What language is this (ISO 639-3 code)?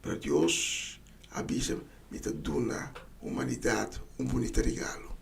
pap